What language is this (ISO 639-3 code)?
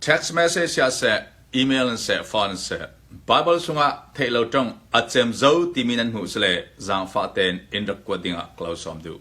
cnh